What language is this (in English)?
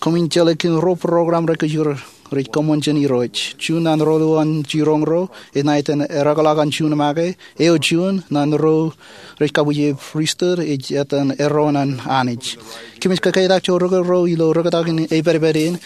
Marshallese